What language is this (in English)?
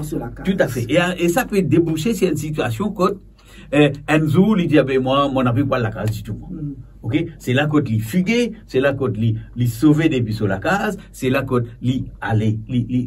Morisyen